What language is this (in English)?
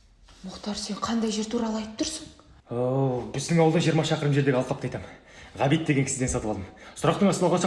Kazakh